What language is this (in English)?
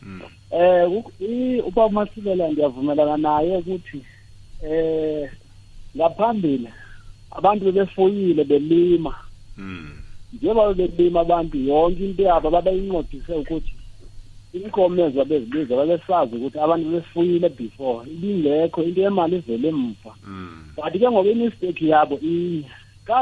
South Ndebele